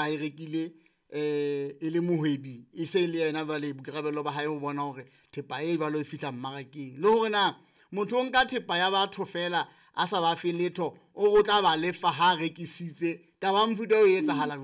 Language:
Southern Sotho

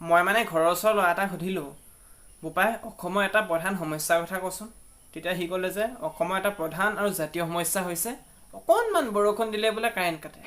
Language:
Assamese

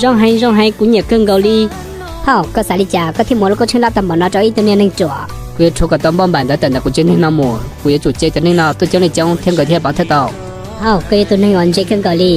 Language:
Hmong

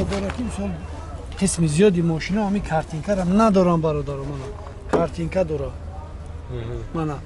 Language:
Tajik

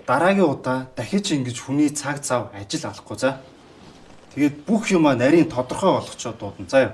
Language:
Mongolian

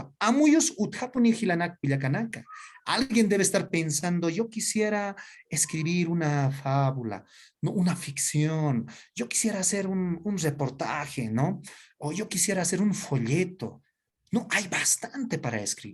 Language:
Aymara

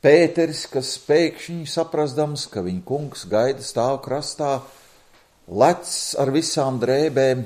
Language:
Latvian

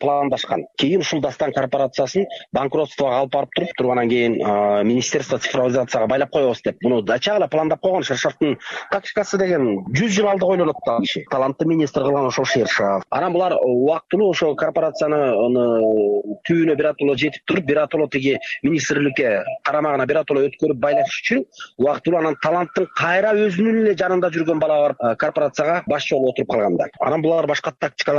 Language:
Kyrgyz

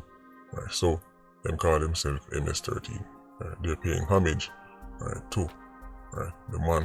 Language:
Jamaican Creole English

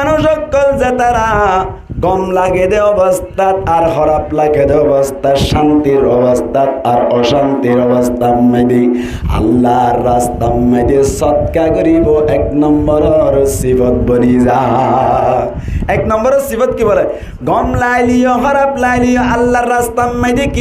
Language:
Rohingya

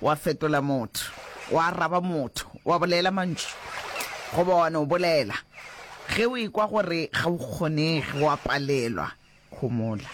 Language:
Northern Sotho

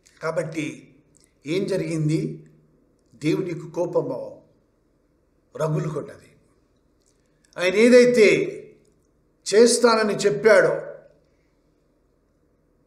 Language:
Telugu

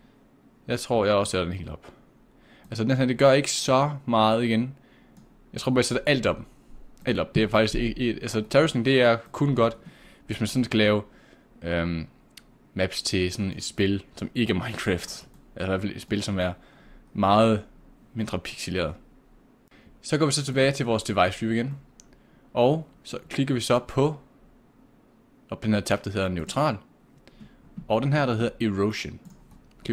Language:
Danish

